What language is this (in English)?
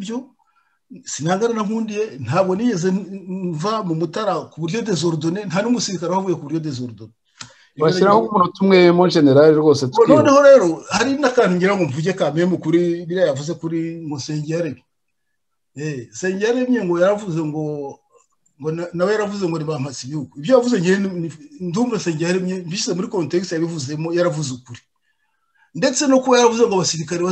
Kinyarwanda